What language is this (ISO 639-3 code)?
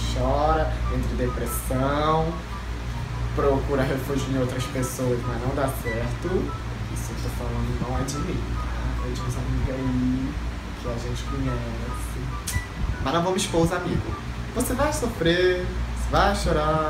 por